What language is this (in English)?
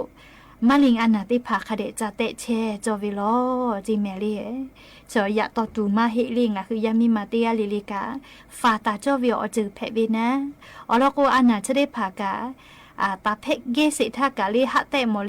Lahu